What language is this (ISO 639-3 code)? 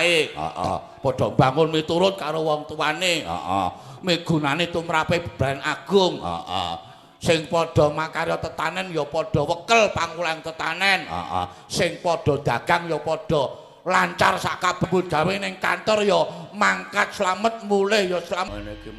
jav